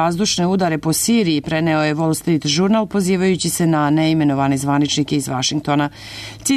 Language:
Serbian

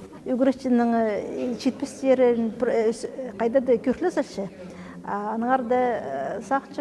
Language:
Khakas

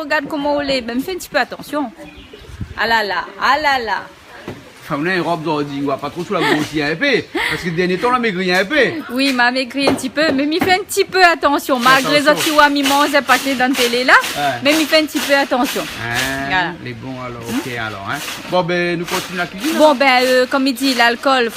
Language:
Réunion Creole French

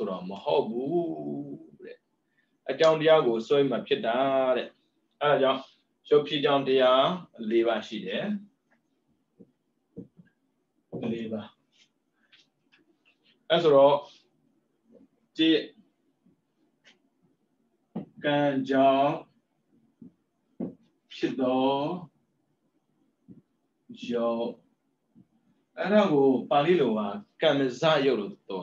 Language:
Burmese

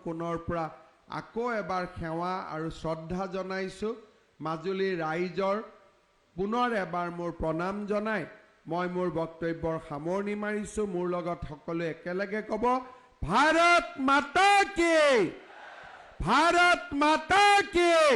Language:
Assamese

